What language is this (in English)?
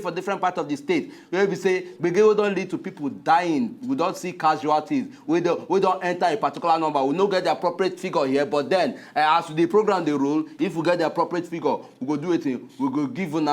Nigerian Pidgin